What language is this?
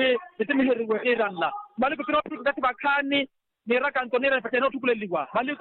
Makhuwa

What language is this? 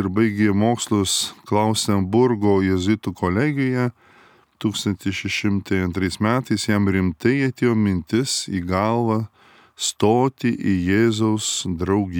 Lithuanian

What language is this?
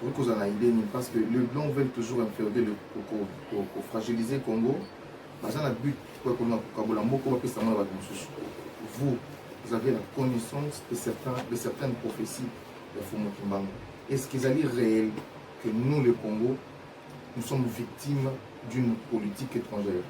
Lingala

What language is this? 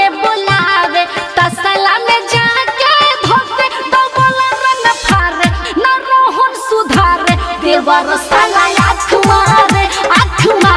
Bhojpuri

